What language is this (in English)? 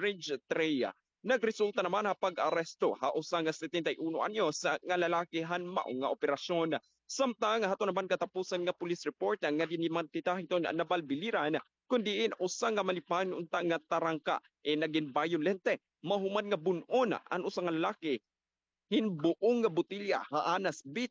Waray